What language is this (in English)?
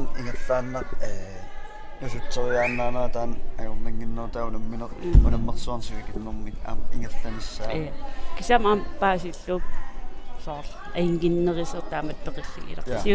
Kalaallisut